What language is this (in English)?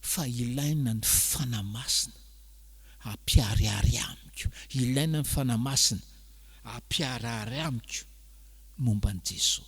Malagasy